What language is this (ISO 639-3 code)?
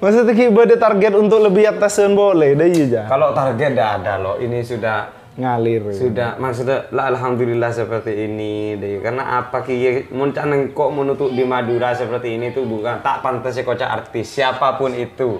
mad